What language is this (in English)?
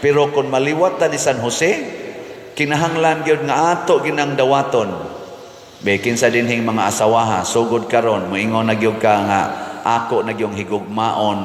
Cebuano